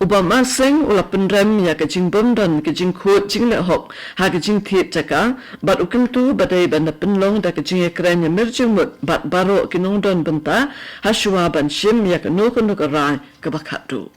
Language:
Khasi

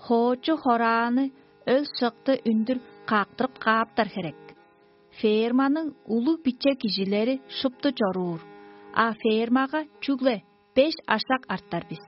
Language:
Tuvinian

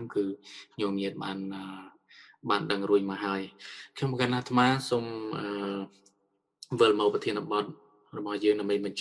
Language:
Khmer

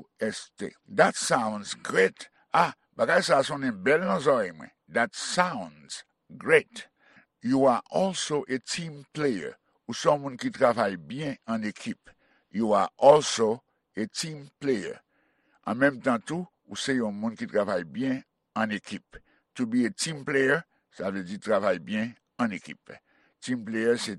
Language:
Haitian Creole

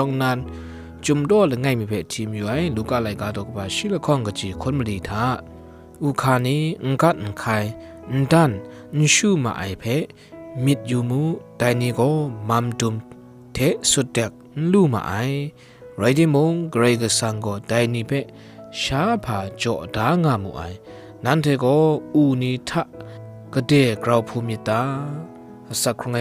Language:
Kachin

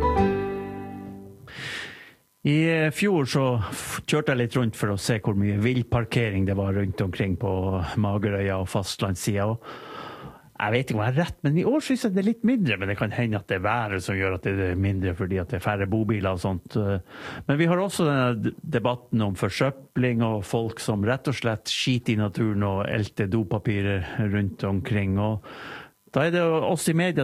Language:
Norwegian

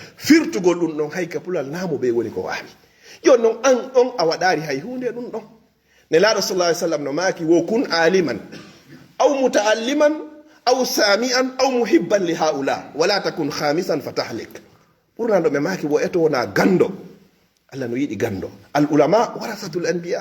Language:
Fula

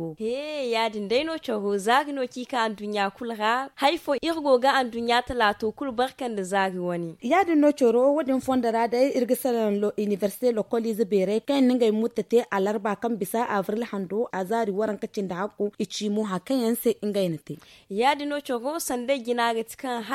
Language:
Zarma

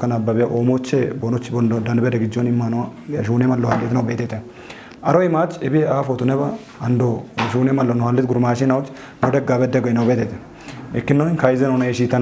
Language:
Kafa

